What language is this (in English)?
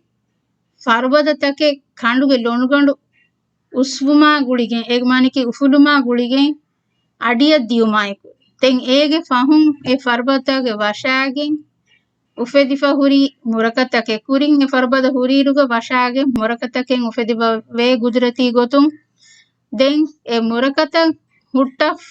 Divehi